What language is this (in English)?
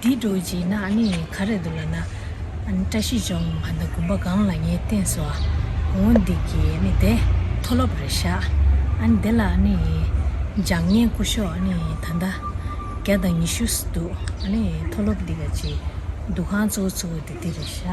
Tibetan